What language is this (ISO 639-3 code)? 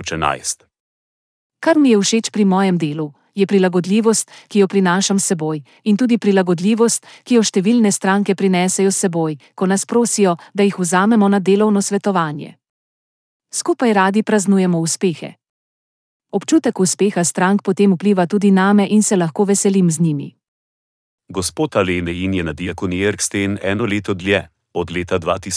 slv